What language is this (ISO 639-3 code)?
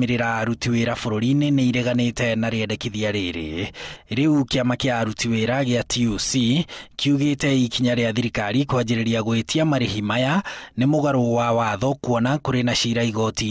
kik